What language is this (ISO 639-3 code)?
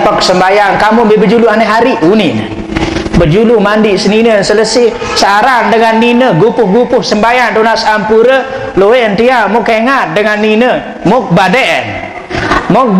sas